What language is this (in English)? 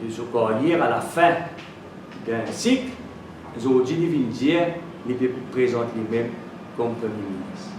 Morisyen